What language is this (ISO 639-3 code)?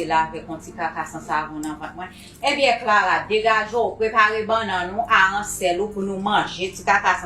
hat